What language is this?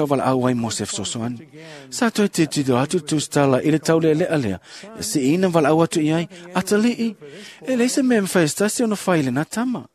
Samoan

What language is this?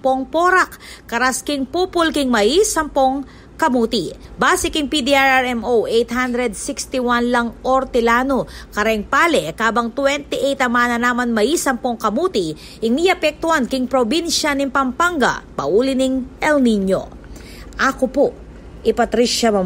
Pampanga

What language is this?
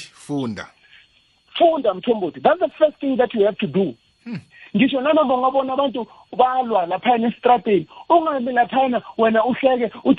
South Ndebele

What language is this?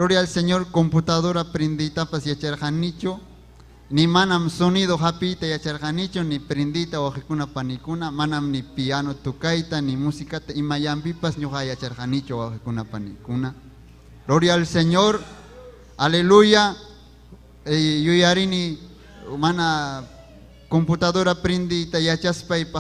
Ayacucho Quechua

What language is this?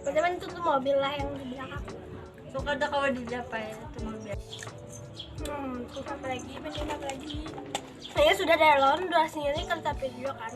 Banjar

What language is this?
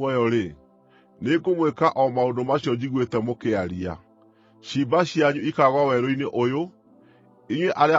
Kikuyu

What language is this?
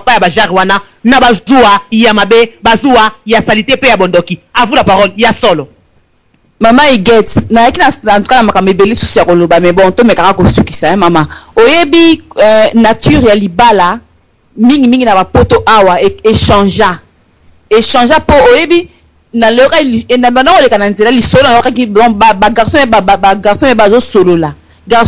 Lingala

